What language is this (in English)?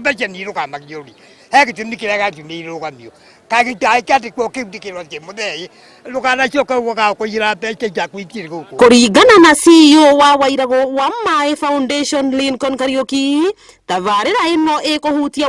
Kikuyu